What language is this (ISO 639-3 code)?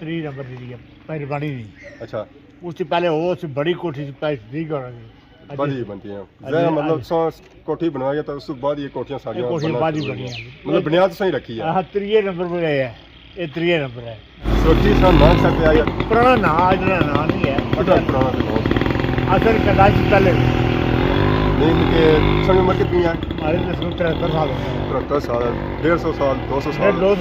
phr